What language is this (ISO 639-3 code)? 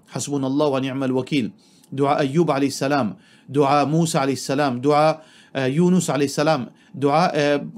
mfe